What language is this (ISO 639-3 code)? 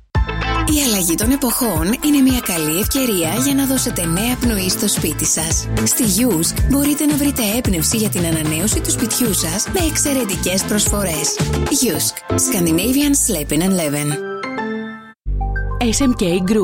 ell